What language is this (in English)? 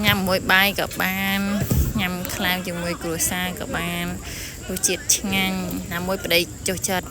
Khmer